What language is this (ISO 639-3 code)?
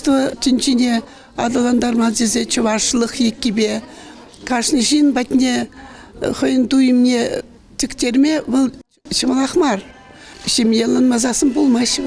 chv